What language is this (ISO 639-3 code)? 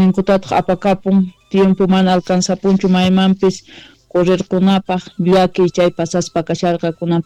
quh